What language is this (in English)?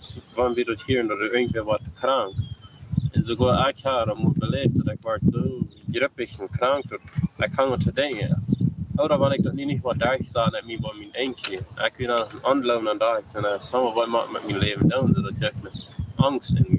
Plautdietsch